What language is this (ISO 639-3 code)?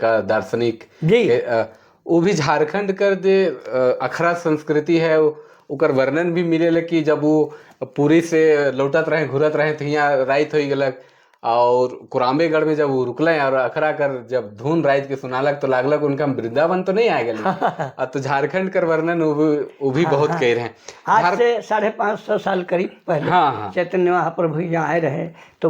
sck